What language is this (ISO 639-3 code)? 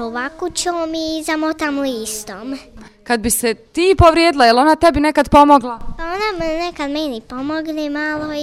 bos